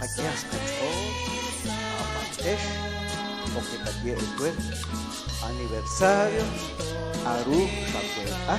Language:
Kekchí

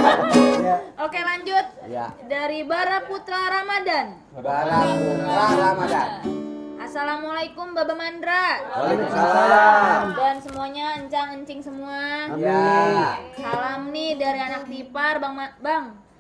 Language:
Betawi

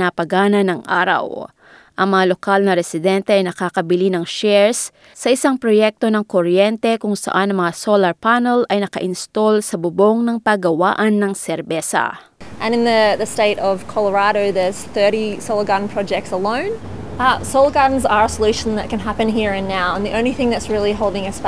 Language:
Filipino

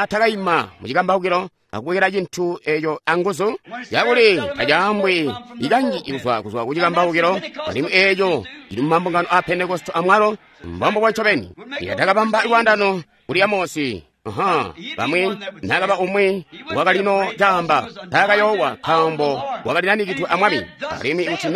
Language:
Tonga (Zambia)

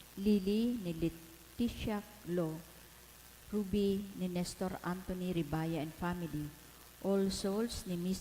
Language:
Bikol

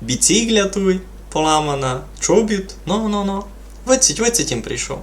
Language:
Rusyn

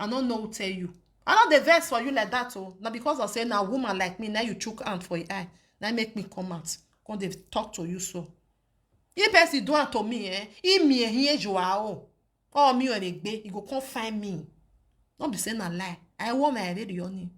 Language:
Nigerian Pidgin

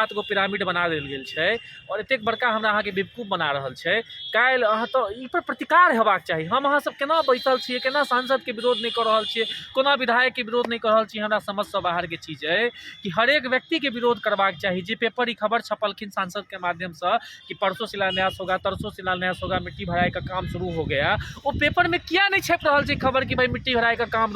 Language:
Maithili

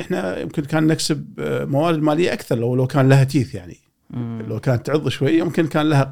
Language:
Gulf Arabic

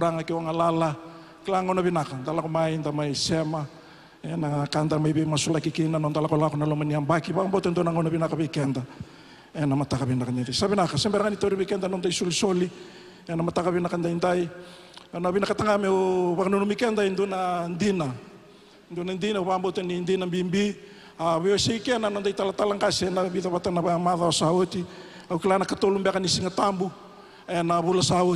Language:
Fijian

